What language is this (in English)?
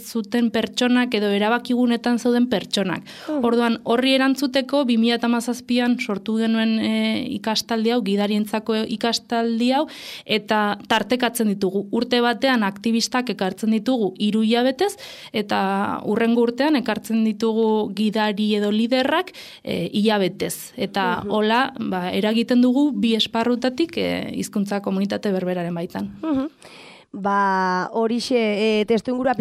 Basque